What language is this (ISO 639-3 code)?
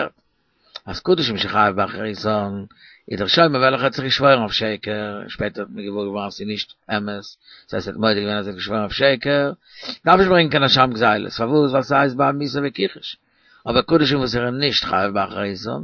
yid